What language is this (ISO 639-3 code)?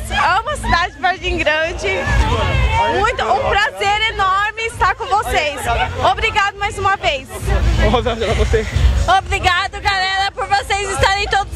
por